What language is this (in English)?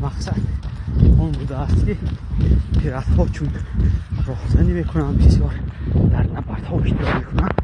Tajik